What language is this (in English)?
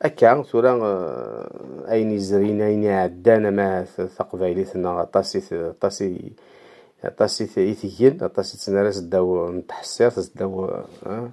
Kabyle